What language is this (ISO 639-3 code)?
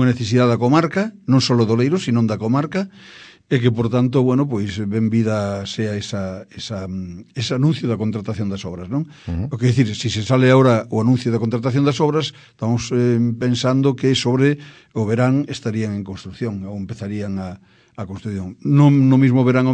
glg